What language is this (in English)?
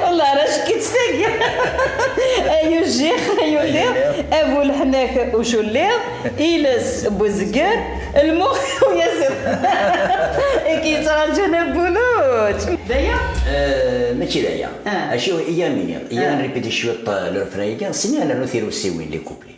Kabyle